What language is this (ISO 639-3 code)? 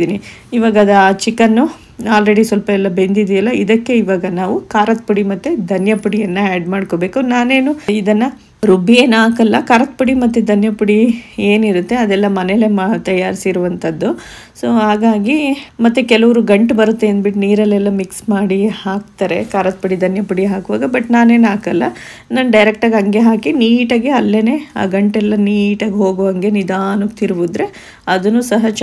kan